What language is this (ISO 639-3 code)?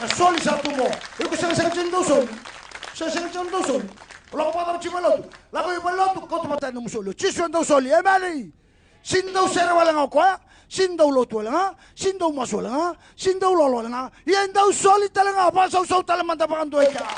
fij